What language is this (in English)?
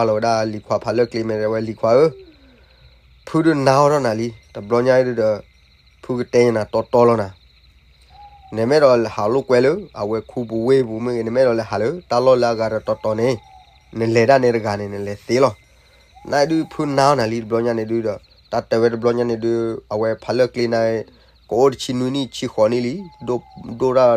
S'gaw Karen